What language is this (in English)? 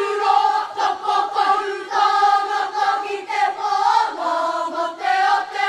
Māori